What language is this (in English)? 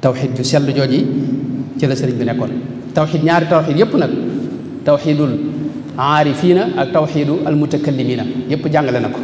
Wolof